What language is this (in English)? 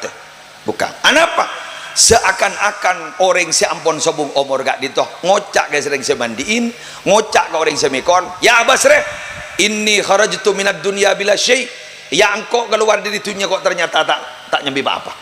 Madurese